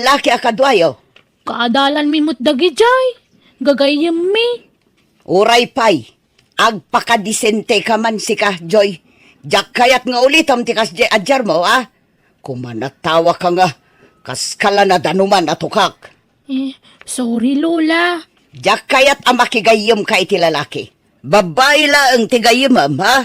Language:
Iloko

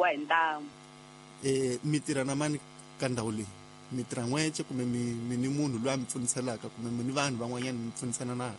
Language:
Tsonga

